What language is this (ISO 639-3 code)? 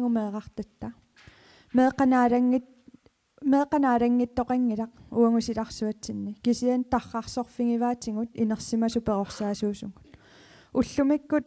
kal